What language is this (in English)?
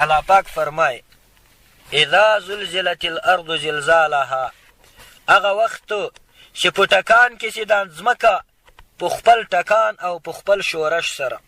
Pashto